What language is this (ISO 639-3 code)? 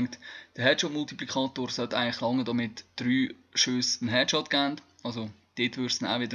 gsw